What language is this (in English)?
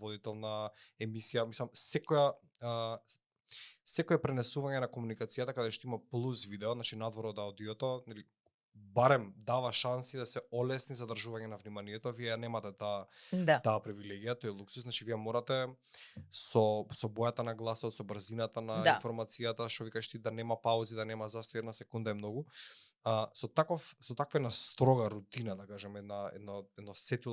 Macedonian